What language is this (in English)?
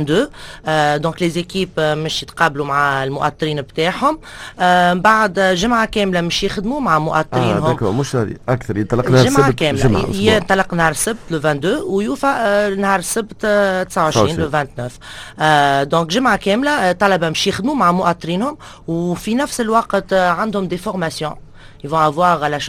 Tunisian Arabic